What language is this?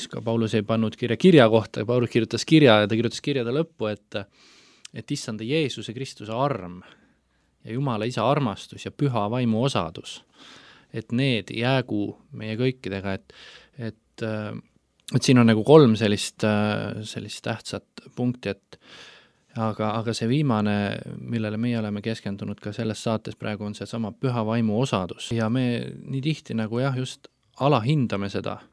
Estonian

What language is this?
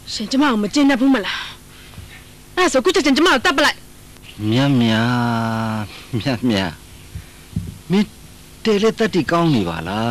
Burmese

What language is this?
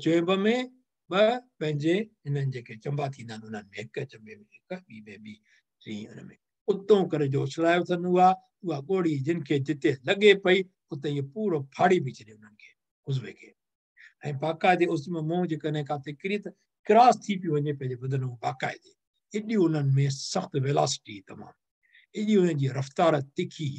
Sindhi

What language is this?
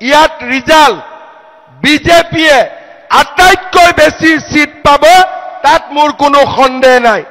Assamese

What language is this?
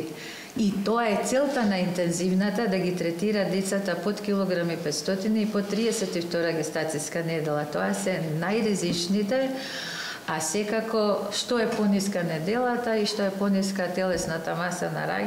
Macedonian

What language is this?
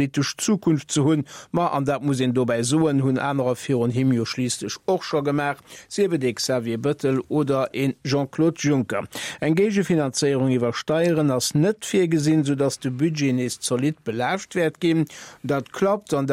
Luxembourgish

